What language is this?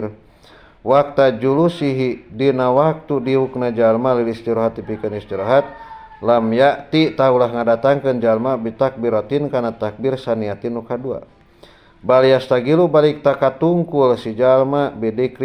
Sundanese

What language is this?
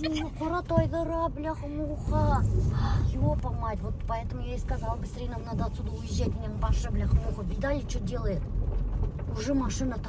Bashkir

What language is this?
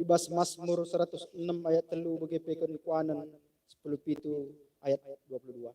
Batak Karo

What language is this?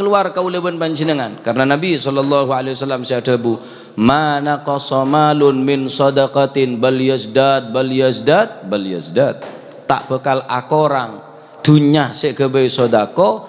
Madurese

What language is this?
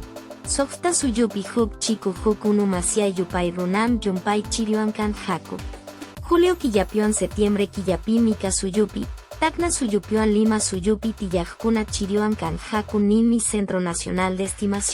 Quechua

